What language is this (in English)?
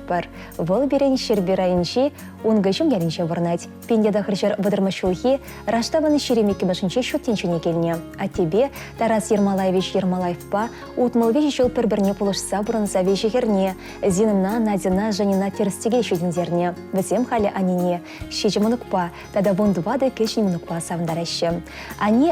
Chuvash